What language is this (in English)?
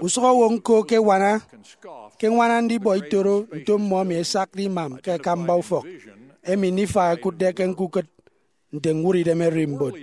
Efik